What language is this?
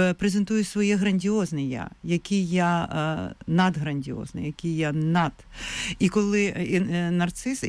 Ukrainian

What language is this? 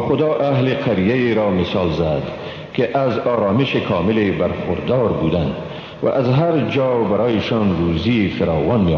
Persian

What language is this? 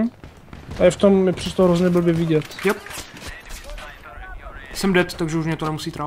Czech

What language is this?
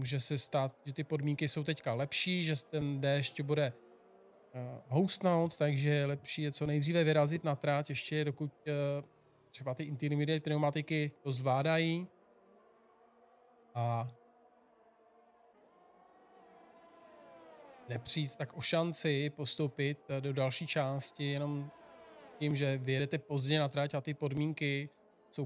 Czech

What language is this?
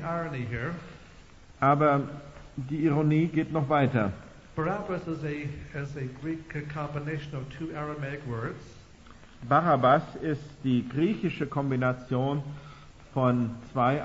German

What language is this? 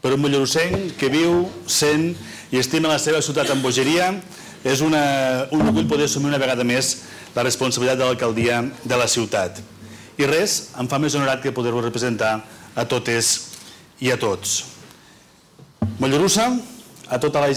Catalan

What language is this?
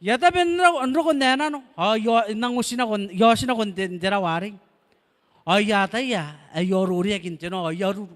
Gilbertese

